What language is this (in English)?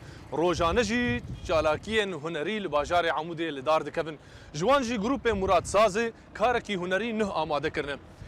Kurdish